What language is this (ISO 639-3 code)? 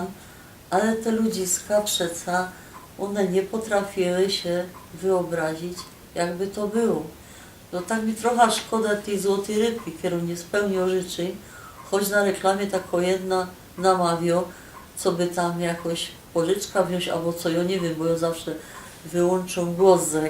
szl